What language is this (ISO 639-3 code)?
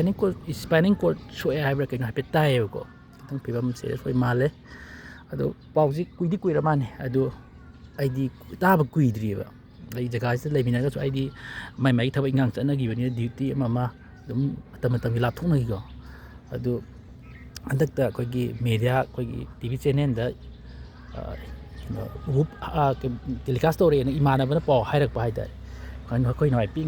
mni